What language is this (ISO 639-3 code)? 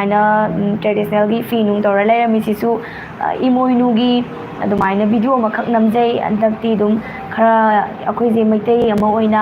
mni